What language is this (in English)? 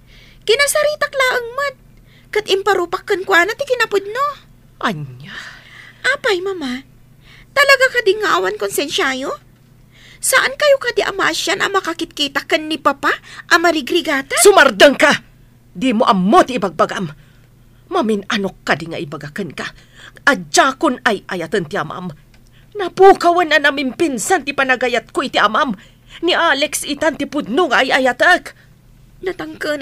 Iloko